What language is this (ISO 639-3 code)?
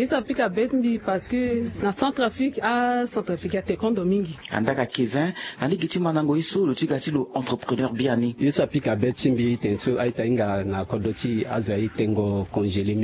sag